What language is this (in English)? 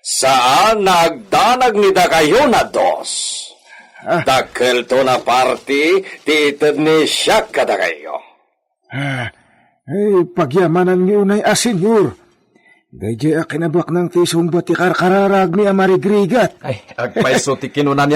Iloko